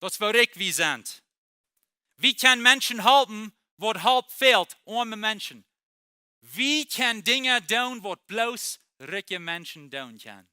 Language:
Plautdietsch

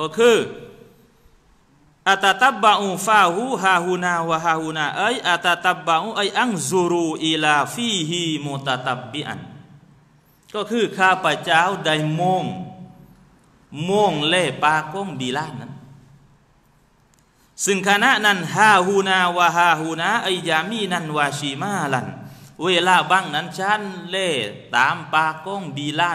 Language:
Thai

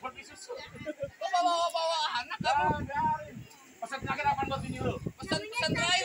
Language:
Betawi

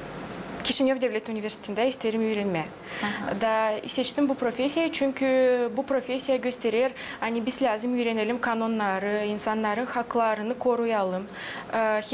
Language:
Gagauz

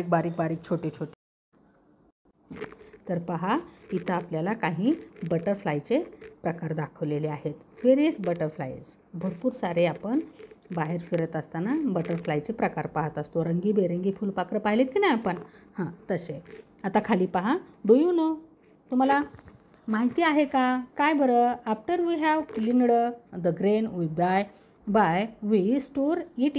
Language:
Marathi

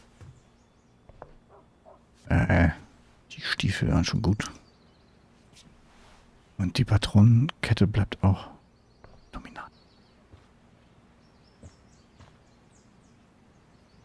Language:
German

